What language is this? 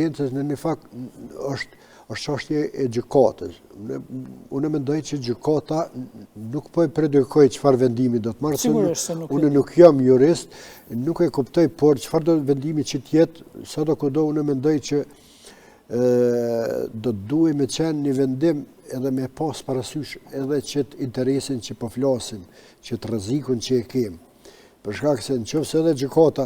Albanian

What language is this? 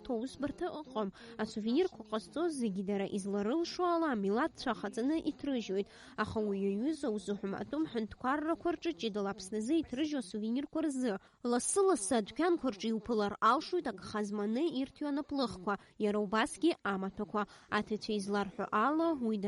Abkhazian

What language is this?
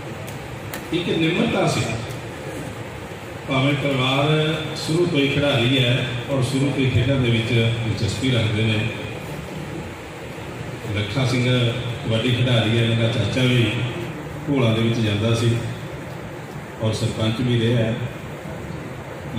Punjabi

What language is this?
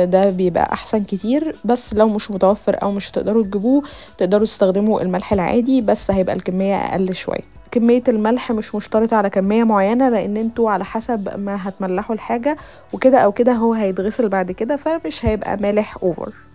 Egyptian Arabic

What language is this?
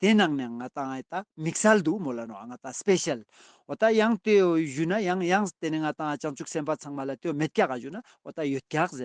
Ladakhi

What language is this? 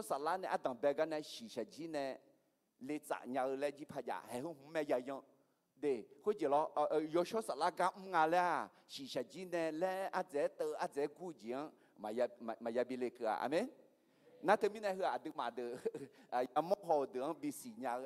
Akha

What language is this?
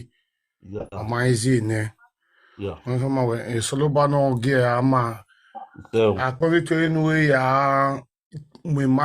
Nigerian Pidgin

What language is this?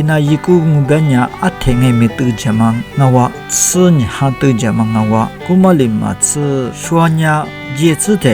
Lisu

